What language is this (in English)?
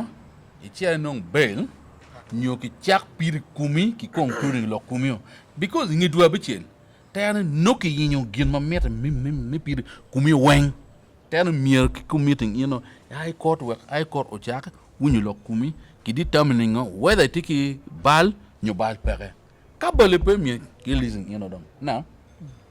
Acoli